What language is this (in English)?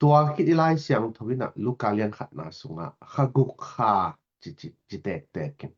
Tedim Chin